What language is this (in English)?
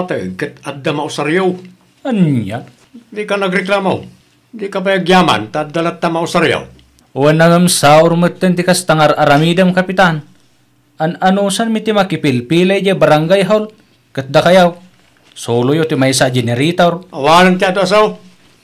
Iloko